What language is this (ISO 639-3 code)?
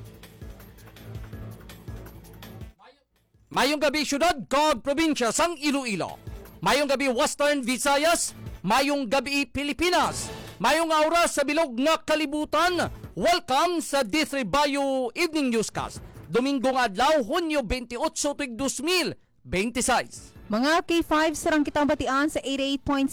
hil